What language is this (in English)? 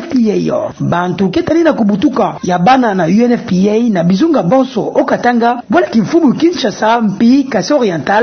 Kituba (Democratic Republic of Congo)